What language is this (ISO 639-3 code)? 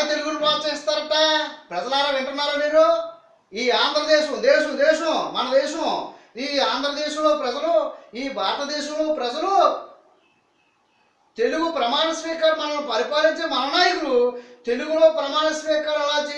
tel